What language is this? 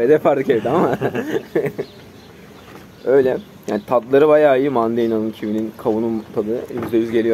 Turkish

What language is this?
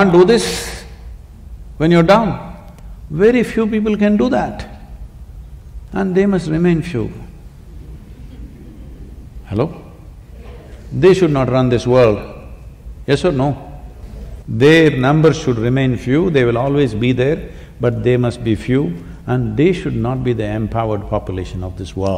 English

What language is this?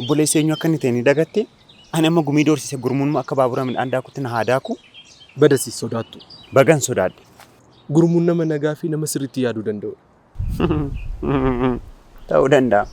Oromo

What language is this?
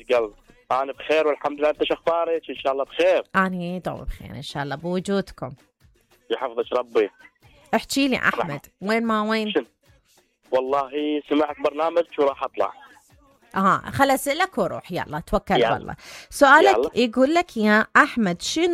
Mesopotamian Arabic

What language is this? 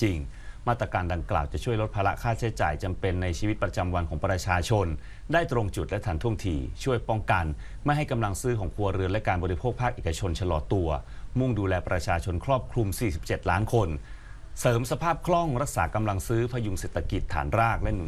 Thai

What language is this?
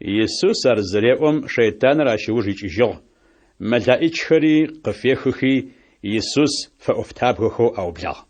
Adyghe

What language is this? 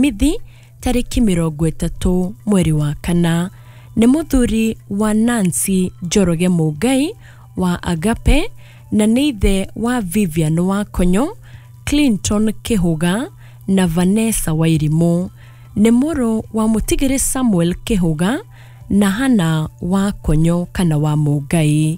Kikuyu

